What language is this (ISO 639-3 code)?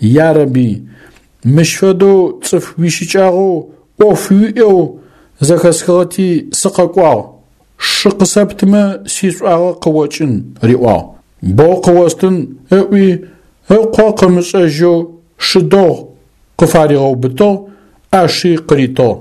ady